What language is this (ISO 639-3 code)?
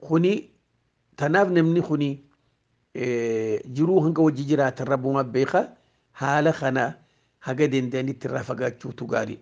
orm